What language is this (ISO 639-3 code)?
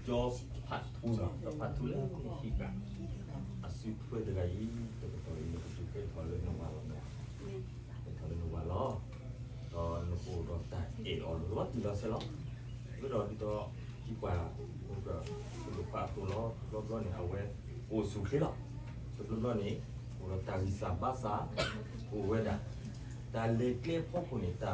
ksw